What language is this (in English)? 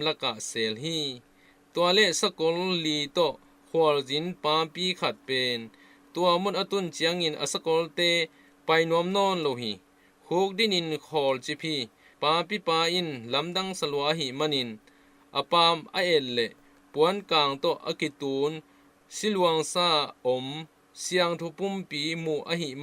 Tedim Chin